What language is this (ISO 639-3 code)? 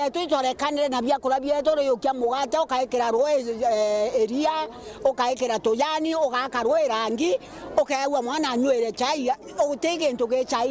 mer